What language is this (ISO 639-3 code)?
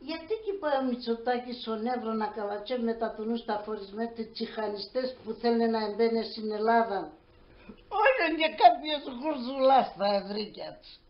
pnt